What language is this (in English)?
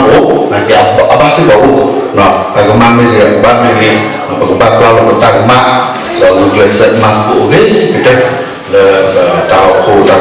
S'gaw Karen